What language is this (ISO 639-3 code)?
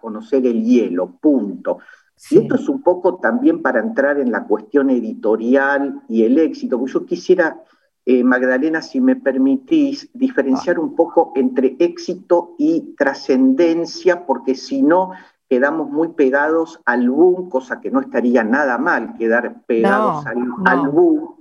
spa